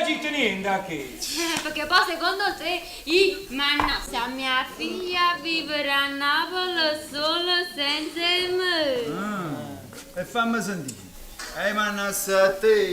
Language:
Neapolitan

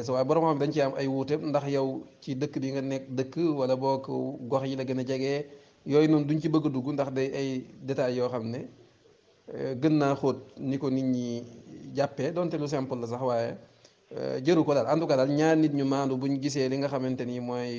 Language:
Wolof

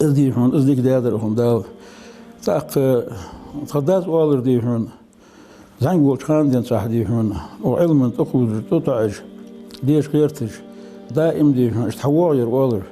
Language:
Ingush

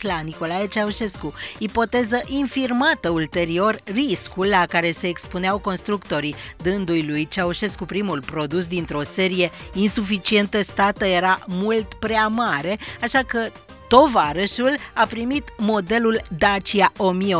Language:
Romanian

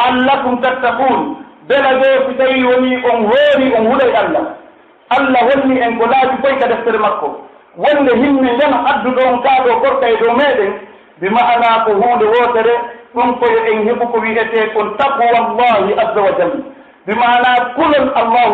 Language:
Pular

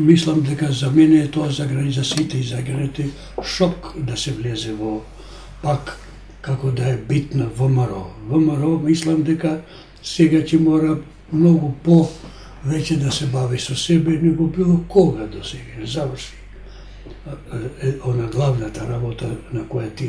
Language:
Macedonian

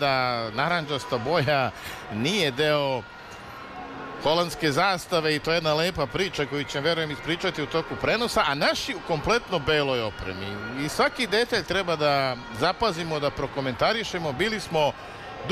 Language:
Serbian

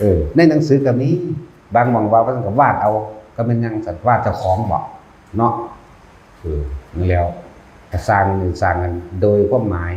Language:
Northeastern Thai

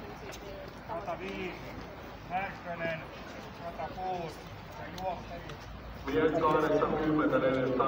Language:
Finnish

